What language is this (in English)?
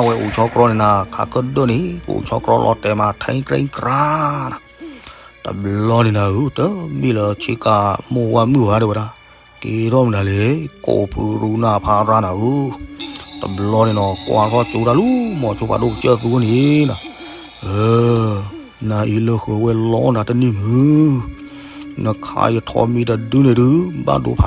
S'gaw Karen